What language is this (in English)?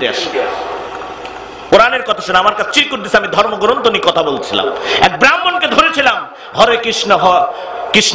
Bangla